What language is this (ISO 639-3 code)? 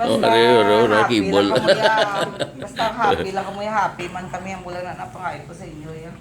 hil